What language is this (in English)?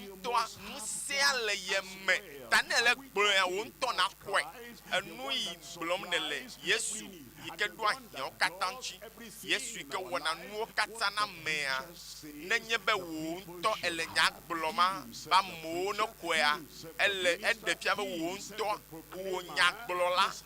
Ewe